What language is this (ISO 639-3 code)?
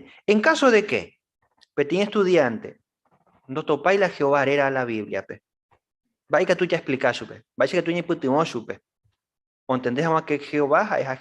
grn